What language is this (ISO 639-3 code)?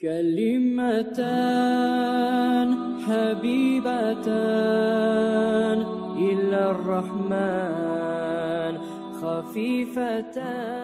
kum